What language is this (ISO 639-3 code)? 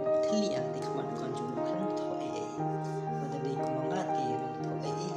kha